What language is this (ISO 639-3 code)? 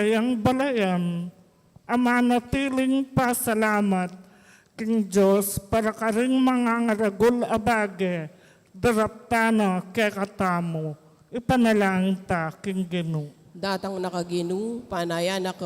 pam